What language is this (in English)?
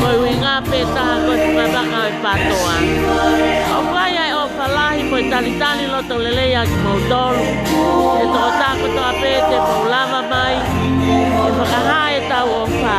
Tongan